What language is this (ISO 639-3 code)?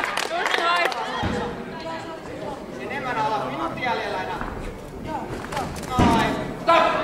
fin